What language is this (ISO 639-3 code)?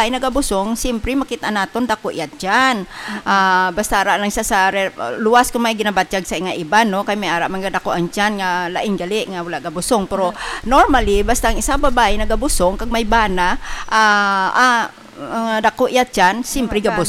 hil